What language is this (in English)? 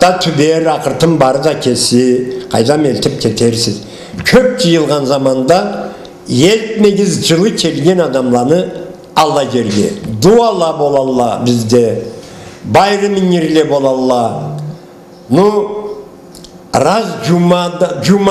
Karachay-Balkar